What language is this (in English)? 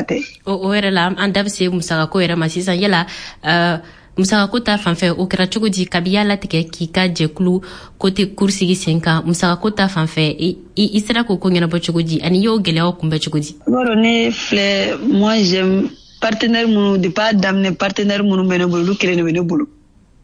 Bambara